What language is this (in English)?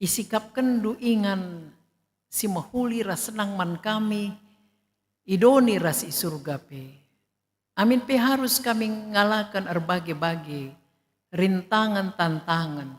Batak Karo